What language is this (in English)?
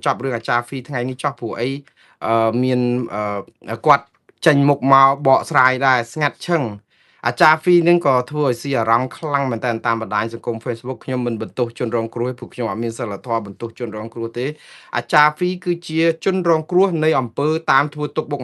Khmer